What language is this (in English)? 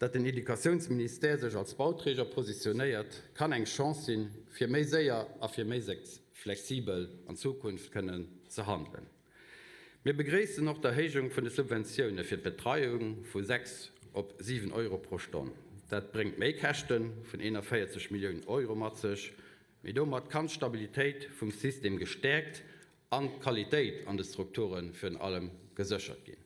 Luxembourgish